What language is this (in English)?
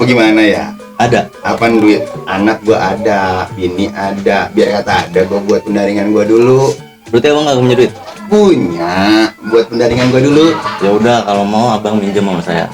Betawi